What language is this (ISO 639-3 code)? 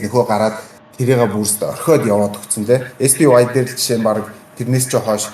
mon